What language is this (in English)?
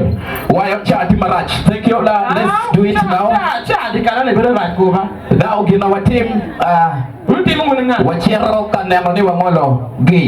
Acoli